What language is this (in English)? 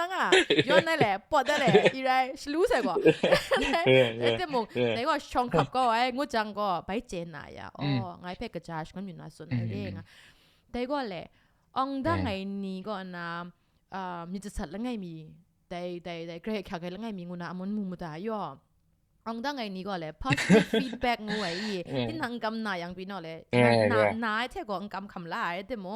Kachin